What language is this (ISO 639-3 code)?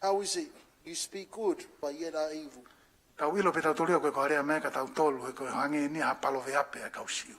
ton